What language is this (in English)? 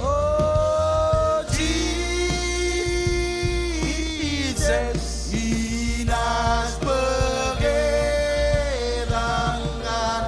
Marshallese